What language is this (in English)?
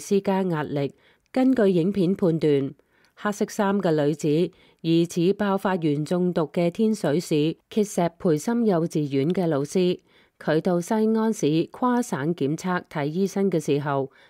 Cantonese